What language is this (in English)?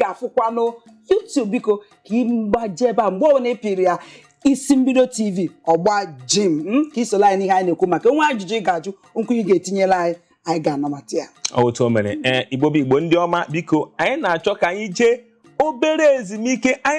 Igbo